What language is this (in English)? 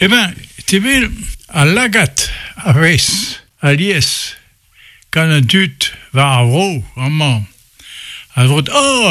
Breton